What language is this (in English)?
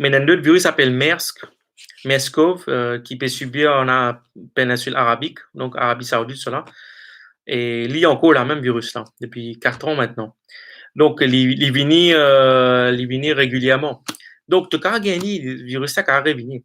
Morisyen